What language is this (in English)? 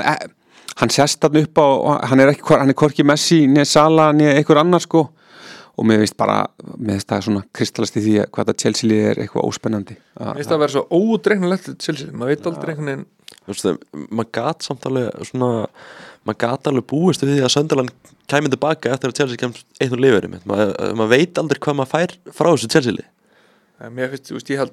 Icelandic